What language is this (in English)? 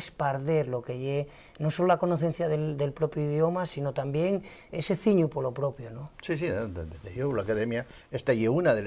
Asturian